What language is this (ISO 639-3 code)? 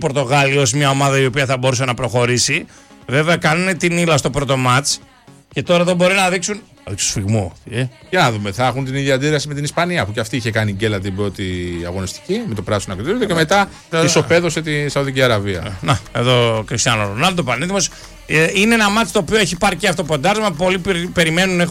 ell